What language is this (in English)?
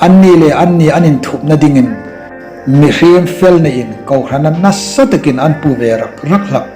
Hmar